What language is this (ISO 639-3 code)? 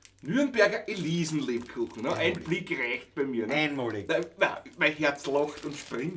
bar